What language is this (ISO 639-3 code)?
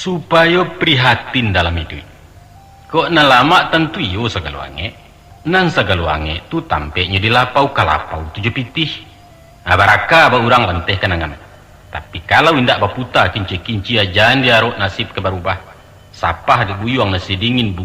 min